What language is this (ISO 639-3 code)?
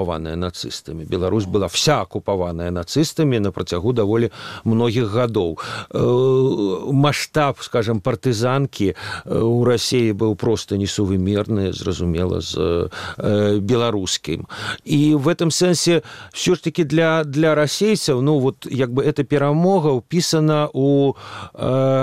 bel